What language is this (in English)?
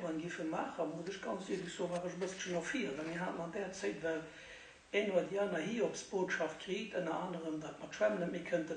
Luxembourgish